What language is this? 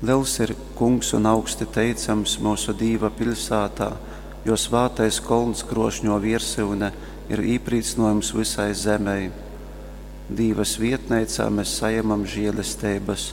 Latgalian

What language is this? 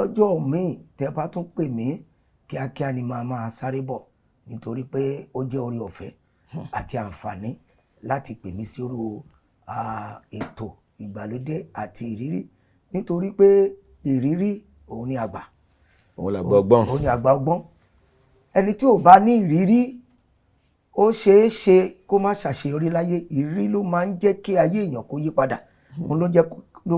Yoruba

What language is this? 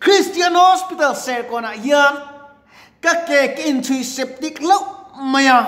Mizo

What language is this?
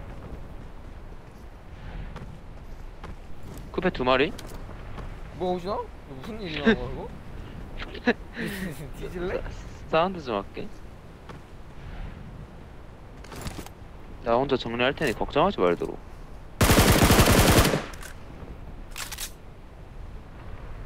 Korean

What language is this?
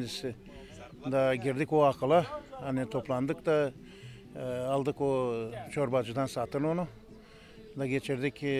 Gagauz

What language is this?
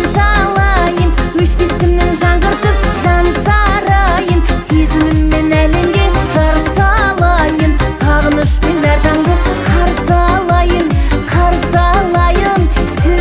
Kazakh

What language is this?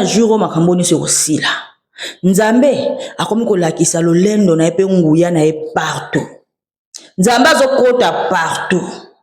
Lingala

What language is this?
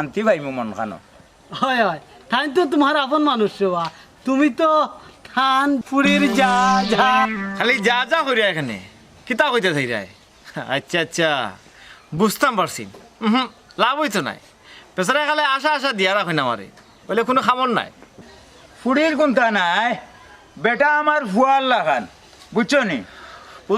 Sylheti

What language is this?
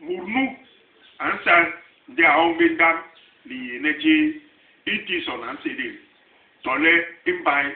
Basaa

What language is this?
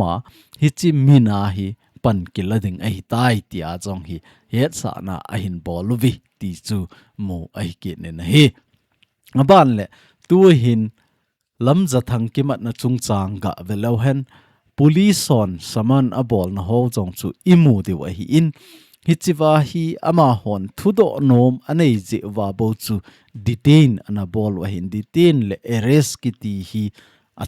Thado Chin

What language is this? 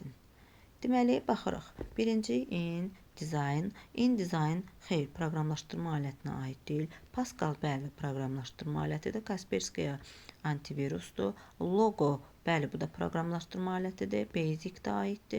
Azerbaijani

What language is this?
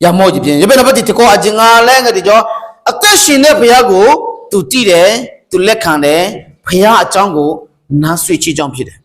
Akha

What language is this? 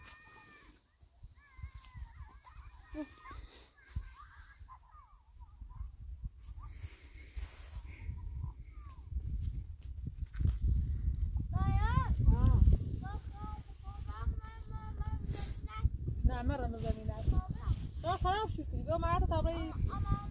Persian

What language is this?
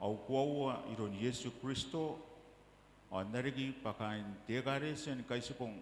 Gilbertese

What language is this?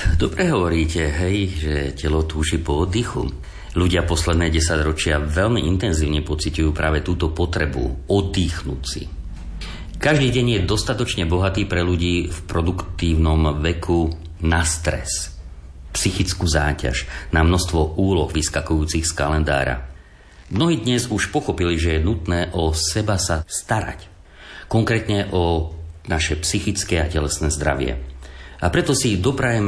Slovak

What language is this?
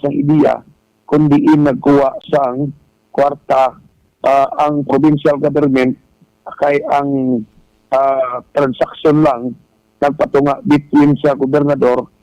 Hiligaynon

